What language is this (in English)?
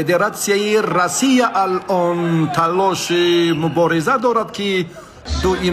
Tajik